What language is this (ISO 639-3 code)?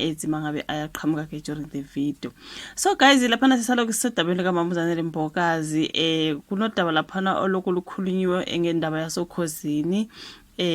zul